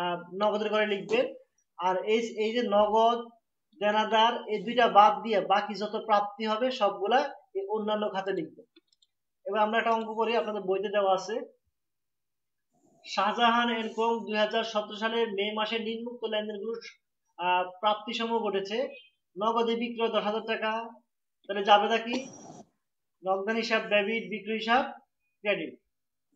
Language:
Bangla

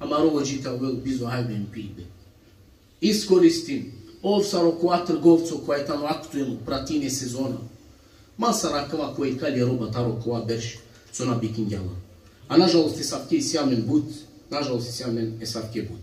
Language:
Balkan Romani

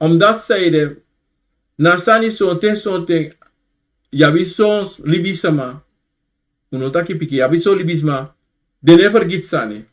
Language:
Sranan Tongo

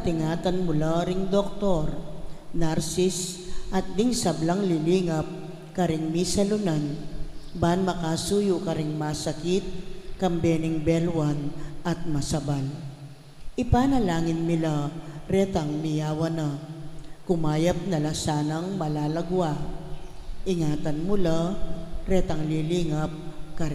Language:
Pampanga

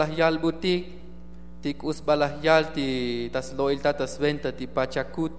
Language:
Tzotzil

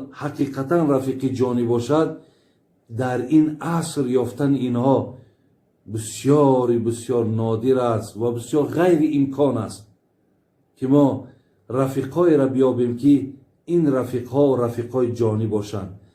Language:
Tajik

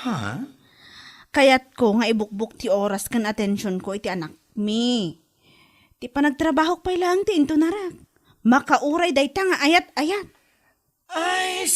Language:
Iloko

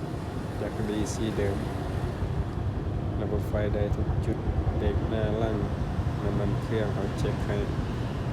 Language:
Lao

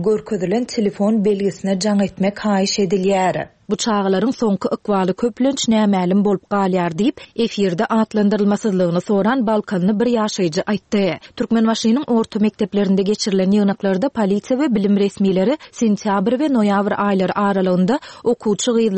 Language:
Turkmen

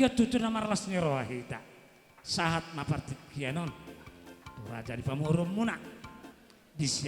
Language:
Batak Toba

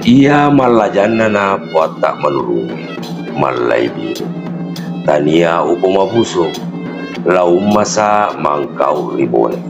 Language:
Buginese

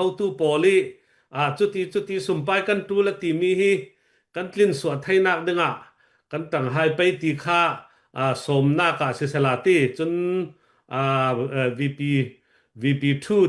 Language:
Falam Chin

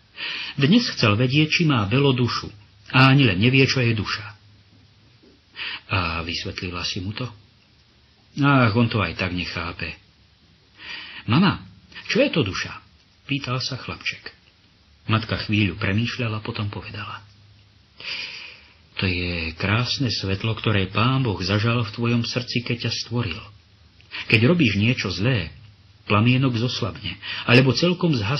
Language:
Slovak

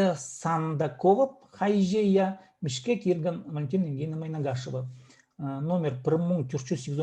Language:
Khakas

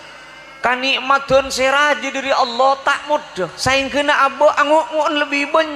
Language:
Madurese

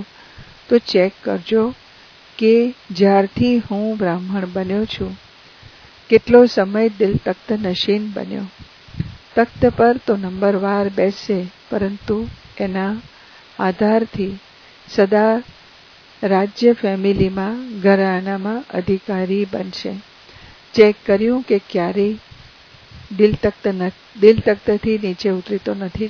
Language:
Gujarati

